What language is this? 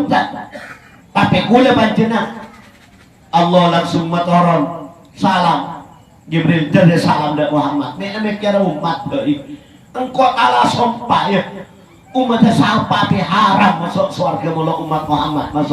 Madurese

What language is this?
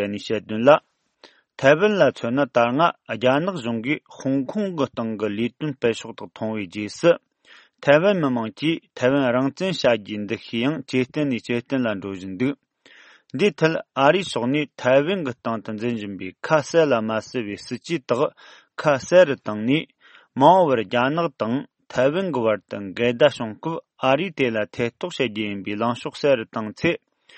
Tibetan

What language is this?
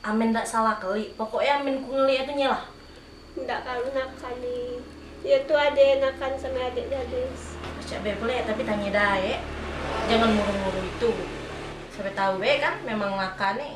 Musi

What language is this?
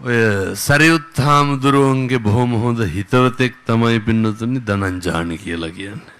Sinhala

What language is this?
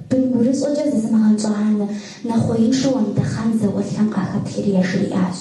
Kabardian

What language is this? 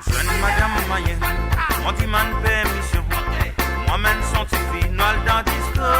Morisyen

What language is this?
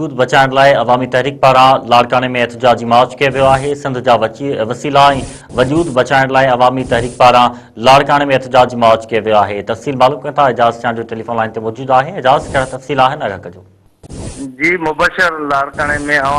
Sindhi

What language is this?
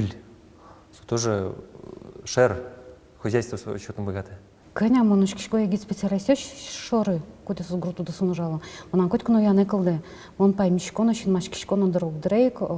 Udmurt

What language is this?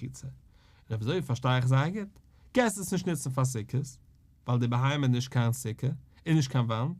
Yiddish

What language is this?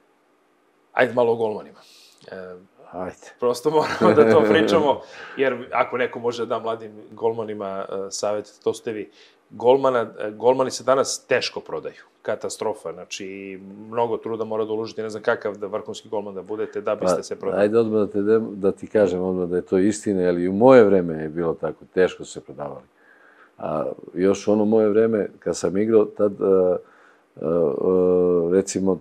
Serbian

